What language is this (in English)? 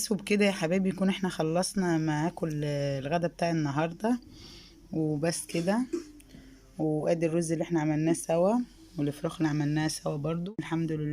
Egyptian Arabic